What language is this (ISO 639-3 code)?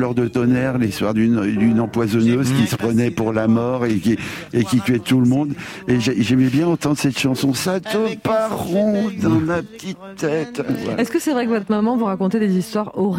fra